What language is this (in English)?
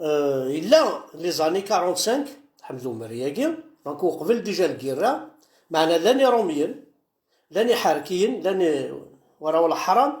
Kabyle